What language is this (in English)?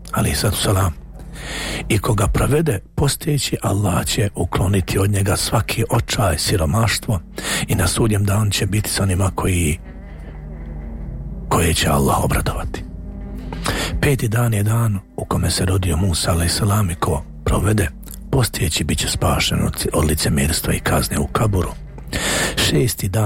Bosnian